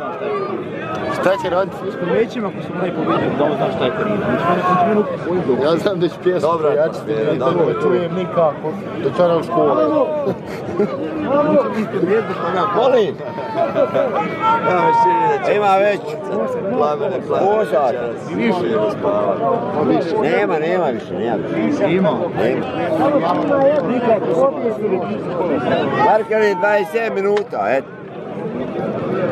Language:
Croatian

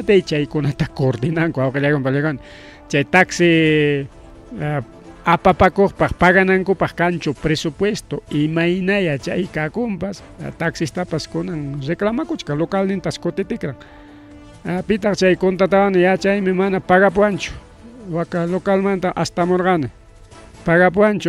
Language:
Ayacucho Quechua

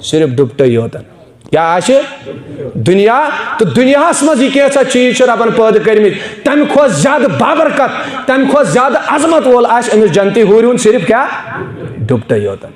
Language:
Kashmiri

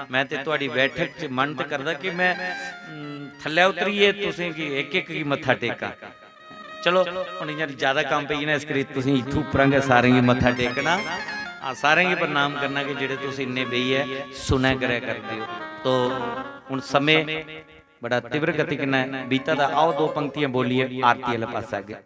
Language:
Dogri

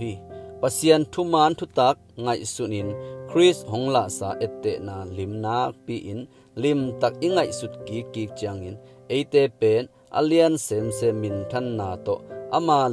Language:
Tedim Chin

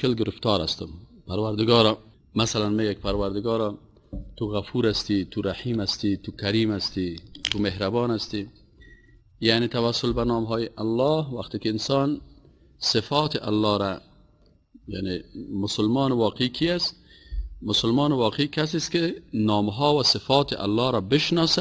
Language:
Persian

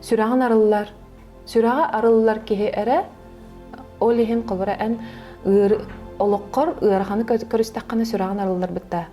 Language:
Yakut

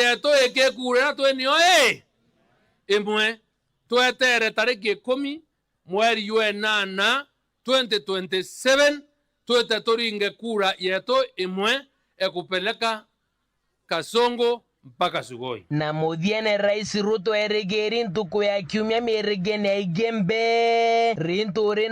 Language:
Meru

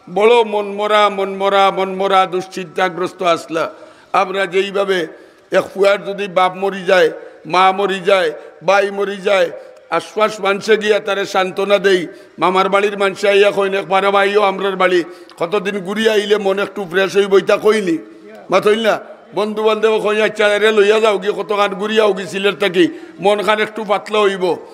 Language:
Sylheti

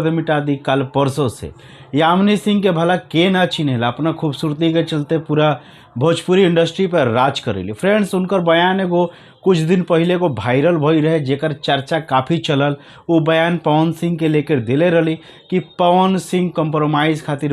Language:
Bhojpuri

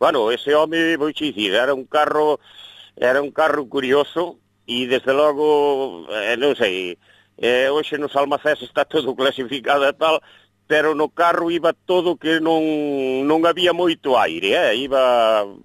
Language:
Galician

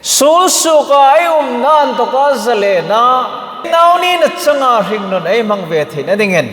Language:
Hmar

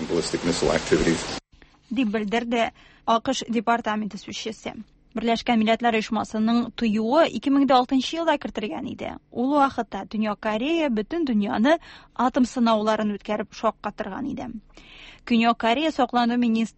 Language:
Tatar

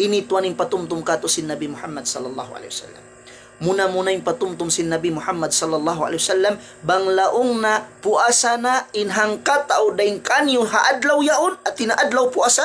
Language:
Tausug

